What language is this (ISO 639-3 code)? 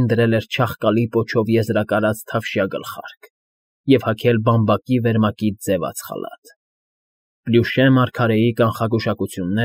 hye